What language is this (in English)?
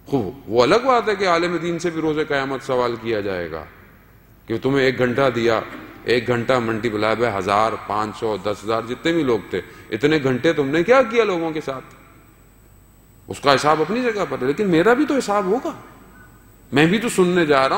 Urdu